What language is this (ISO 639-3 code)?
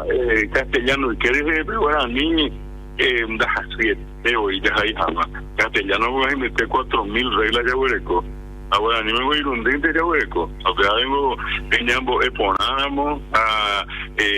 grn